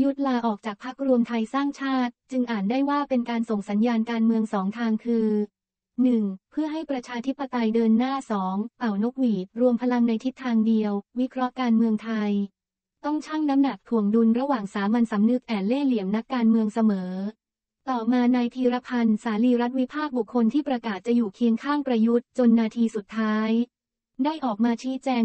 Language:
Thai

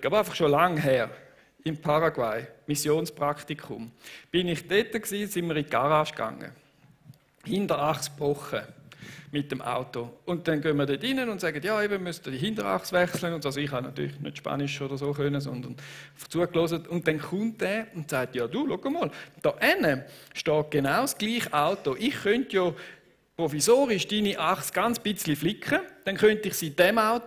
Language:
Swiss German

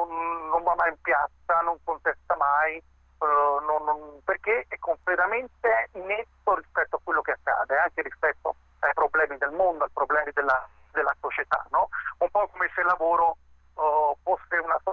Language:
Italian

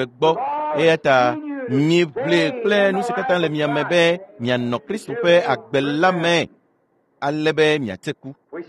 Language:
Ewe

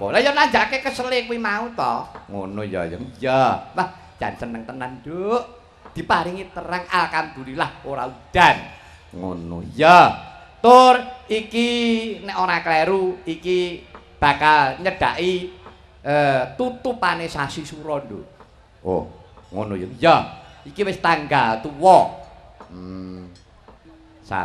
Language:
Javanese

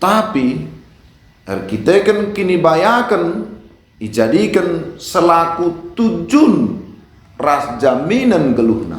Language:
Batak Karo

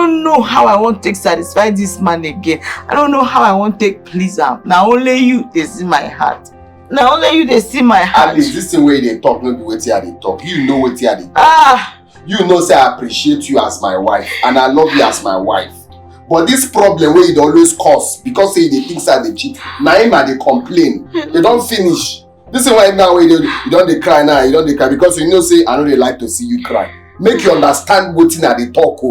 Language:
Nigerian Pidgin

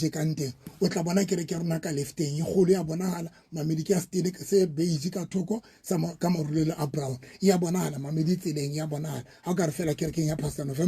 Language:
Southern Sotho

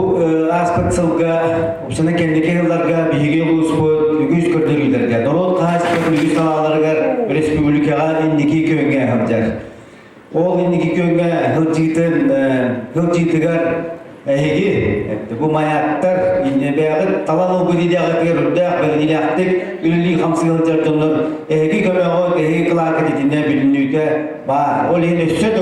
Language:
Yakut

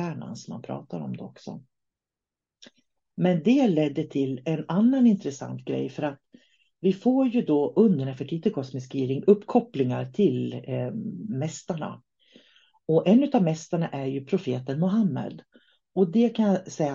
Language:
Swedish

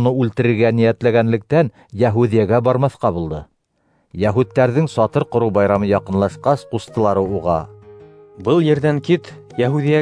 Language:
Bashkir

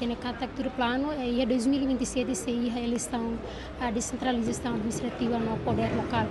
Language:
Tetum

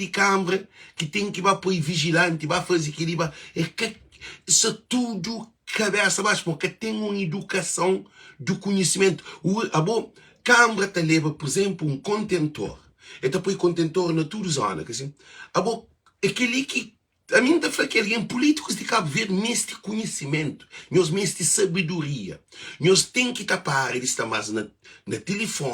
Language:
Kabuverdianu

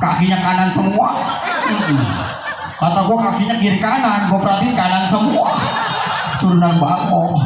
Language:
Betawi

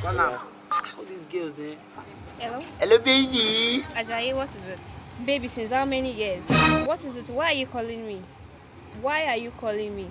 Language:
Nigerian Pidgin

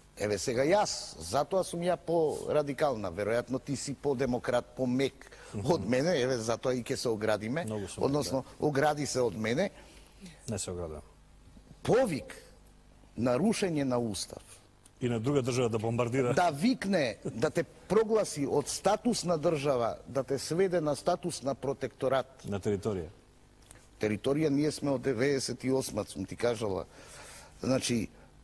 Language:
Macedonian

